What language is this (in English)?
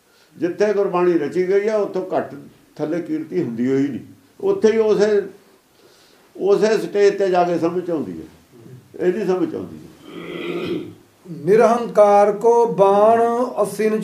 Punjabi